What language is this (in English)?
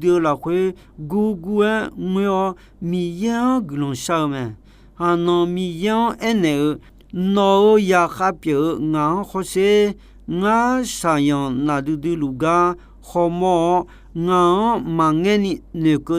Akha